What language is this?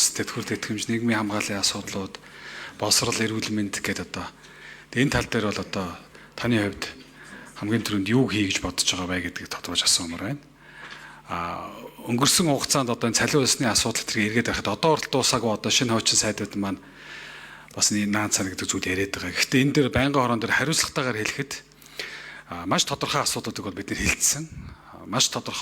Mongolian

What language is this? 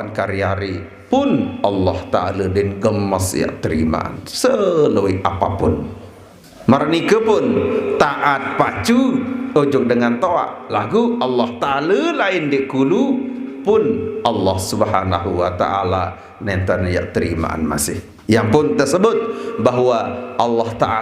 Sasak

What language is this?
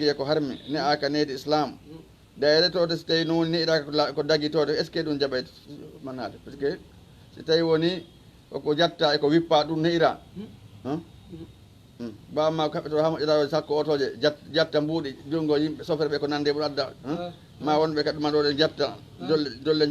Fula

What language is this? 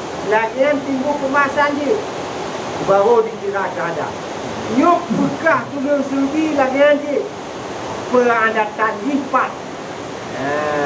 Achinese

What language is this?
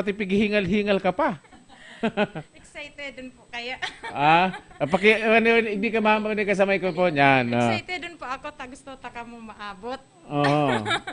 Bikol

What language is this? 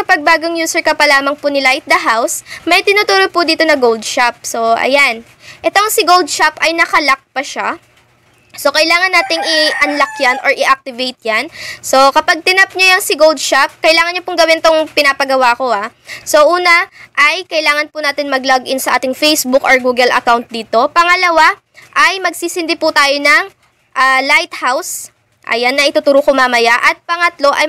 Filipino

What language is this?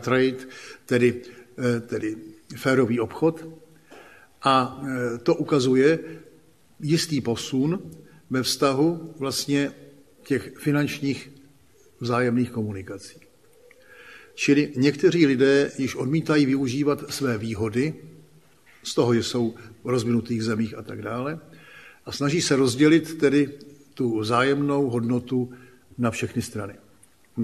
Czech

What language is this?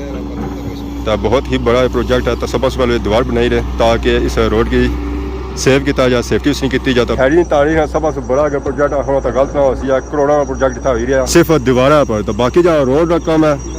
Pahari-Potwari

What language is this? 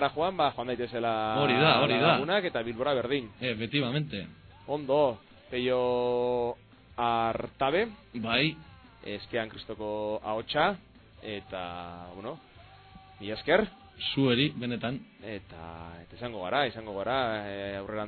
Basque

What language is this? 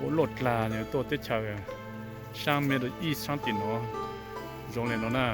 Hmong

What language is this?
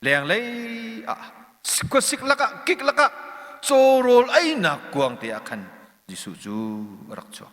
Hakha Chin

